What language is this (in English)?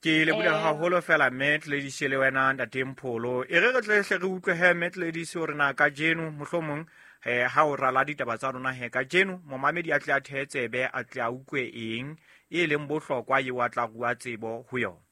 Southern Sotho